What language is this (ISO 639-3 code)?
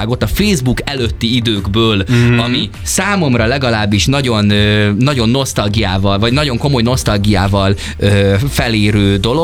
hun